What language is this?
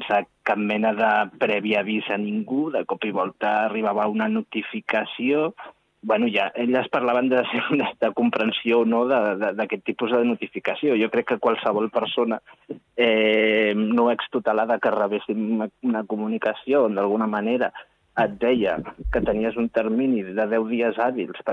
Catalan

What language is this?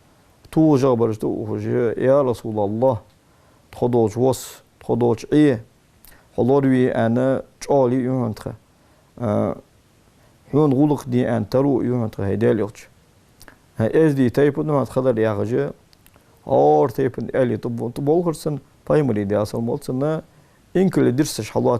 Ingush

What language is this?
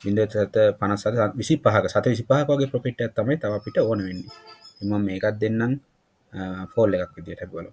Sinhala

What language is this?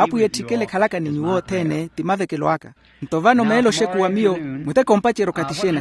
Makhuwa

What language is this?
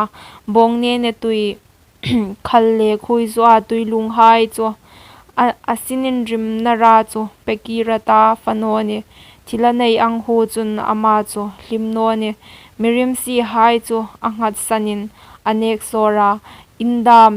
Hmar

